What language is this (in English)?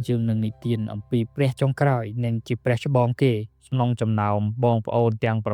Khmer